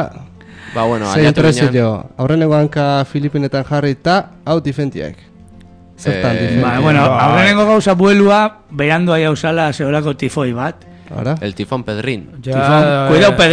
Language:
Basque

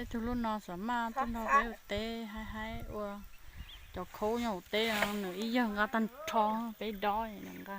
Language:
Hmong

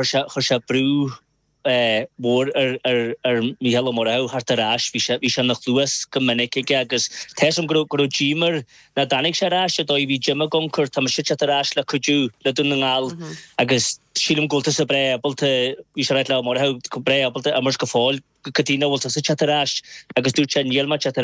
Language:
Irish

